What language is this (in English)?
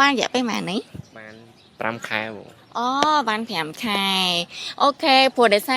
Khmer